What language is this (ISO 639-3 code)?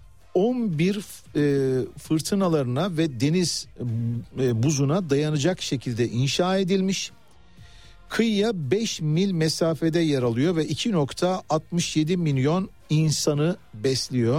tur